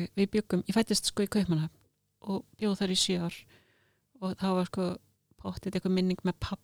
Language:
Icelandic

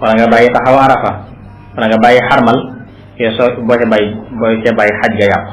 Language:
Wolof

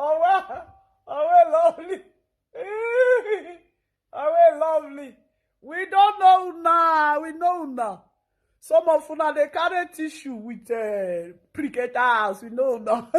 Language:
Nigerian Pidgin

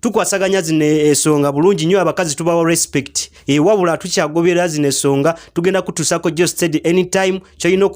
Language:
Ganda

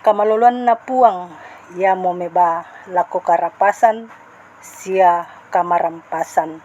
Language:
Toraja-Sa'dan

